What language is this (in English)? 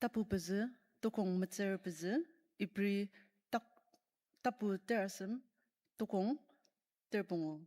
Ao Naga